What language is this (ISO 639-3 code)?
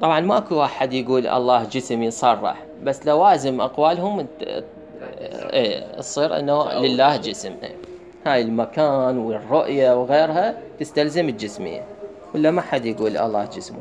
acm